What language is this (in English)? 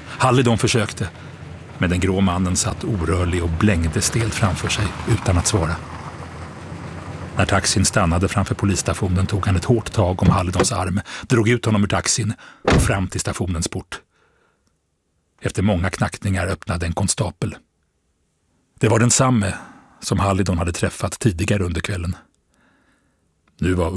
Swedish